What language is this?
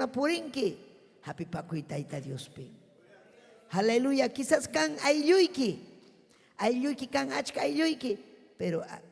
Ayacucho Quechua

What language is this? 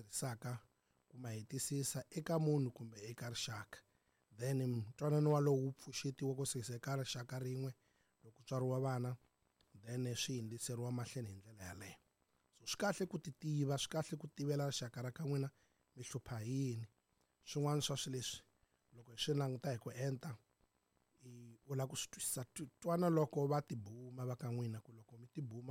Tsonga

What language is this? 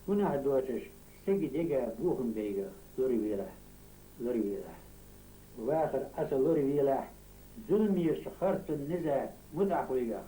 Ingush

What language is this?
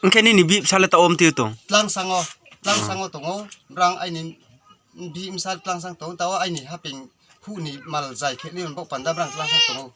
Riang (India)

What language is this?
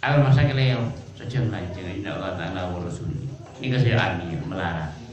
Madurese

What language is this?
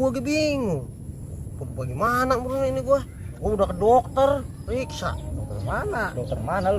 Betawi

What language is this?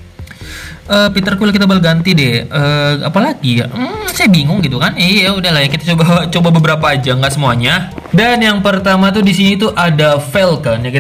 Indonesian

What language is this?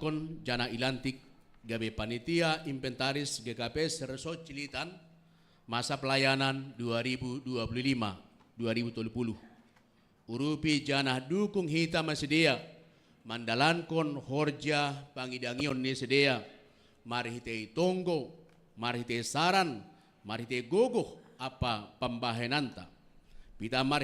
Batak Simalungun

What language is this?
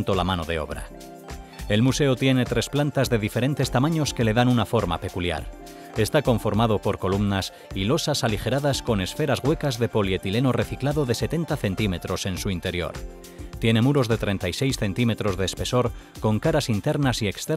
Spanish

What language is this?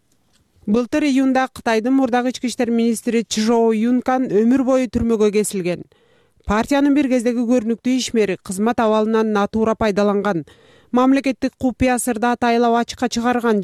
Kyrgyz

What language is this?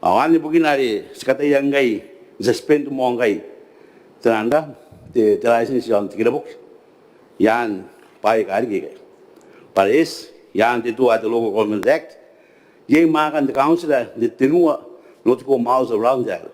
Gilbertese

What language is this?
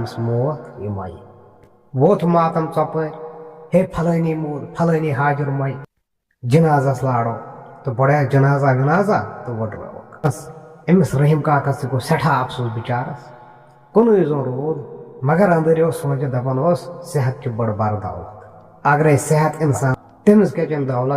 Kashmiri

